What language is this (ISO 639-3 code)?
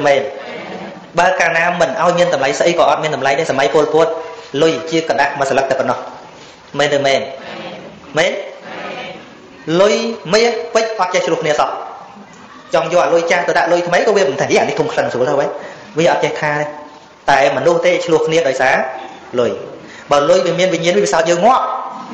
khm